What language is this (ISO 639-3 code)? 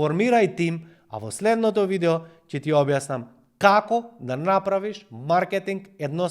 mkd